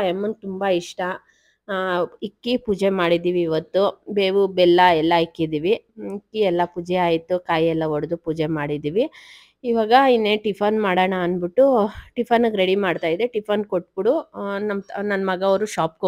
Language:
Kannada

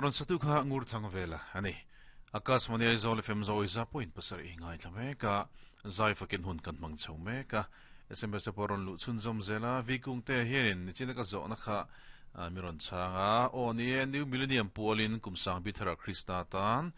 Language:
Mizo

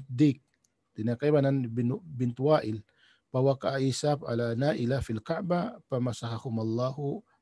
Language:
Tausug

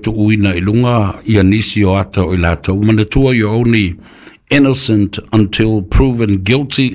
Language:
Samoan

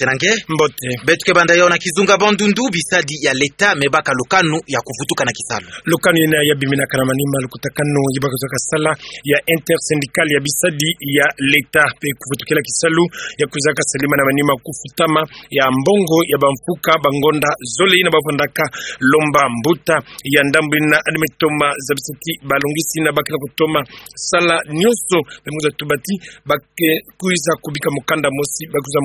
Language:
Kituba (Democratic Republic of Congo)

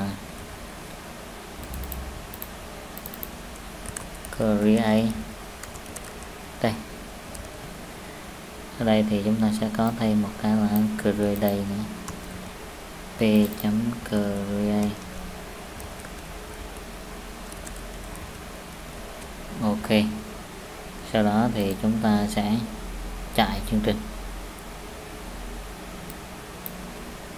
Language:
Vietnamese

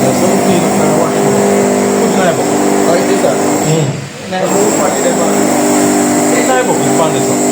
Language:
Jamaican Creole English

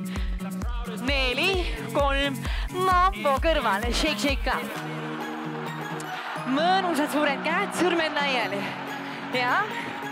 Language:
Estonian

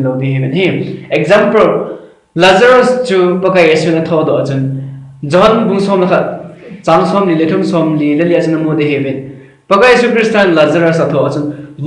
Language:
Thado Chin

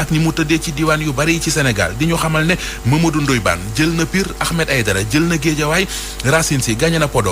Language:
Wolof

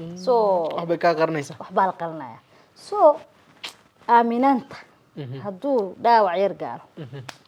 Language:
Somali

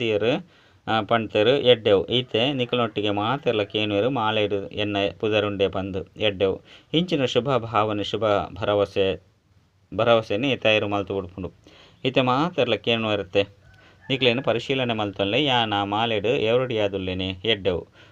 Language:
Tulu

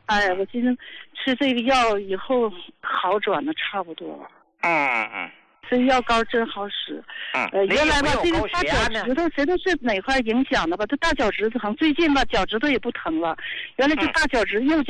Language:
Chinese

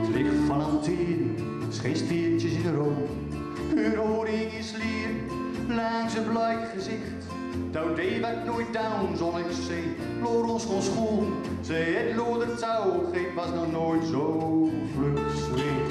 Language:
Gronings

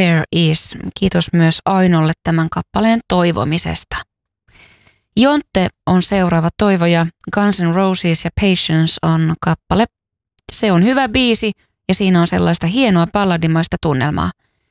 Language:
Finnish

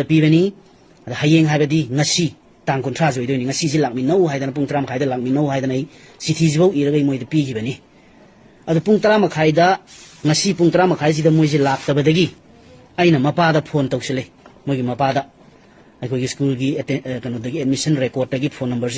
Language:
Manipuri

